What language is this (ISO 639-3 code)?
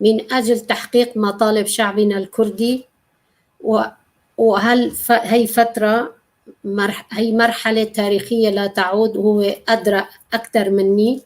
apc